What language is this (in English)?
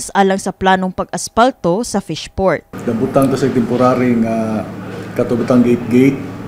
Cebuano